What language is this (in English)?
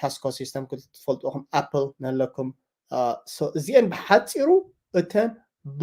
Tigrinya